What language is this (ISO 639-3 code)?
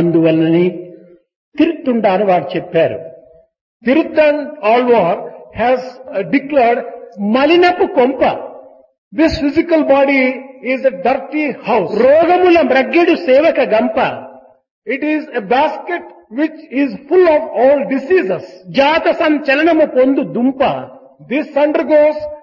tel